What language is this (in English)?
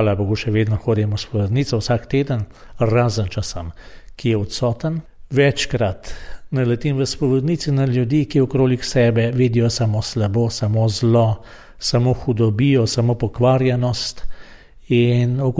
Slovenian